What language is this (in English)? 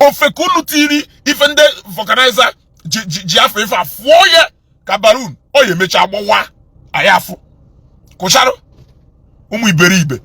Igbo